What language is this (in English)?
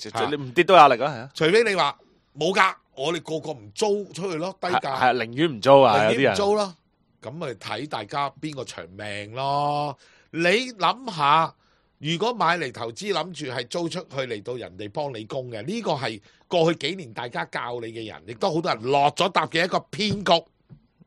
Cantonese